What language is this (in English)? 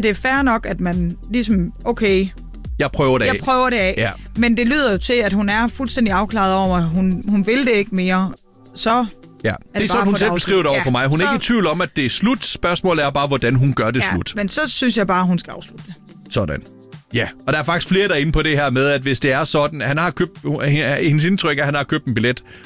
Danish